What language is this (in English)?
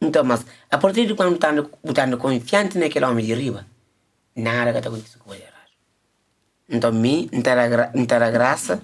Kabuverdianu